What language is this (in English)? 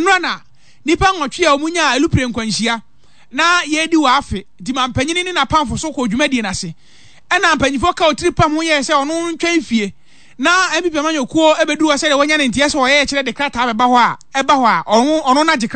Akan